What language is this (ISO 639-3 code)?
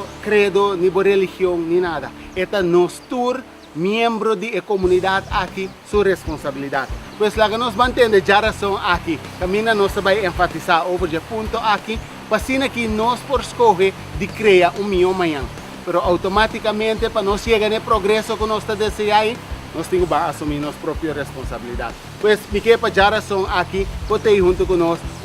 pap